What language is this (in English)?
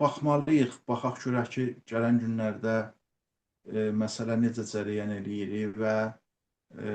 Azerbaijani